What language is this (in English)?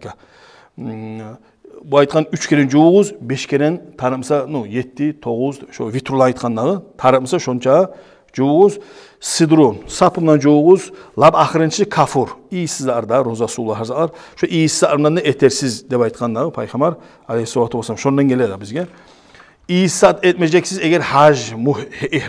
Kumyk